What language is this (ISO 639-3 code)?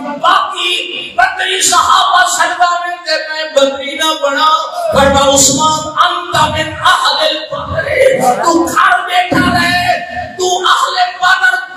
skr